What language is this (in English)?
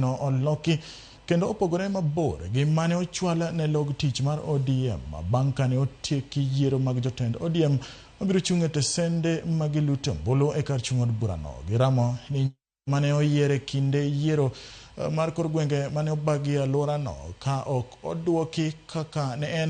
Luo (Kenya and Tanzania)